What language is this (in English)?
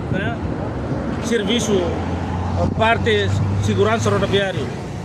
Tetum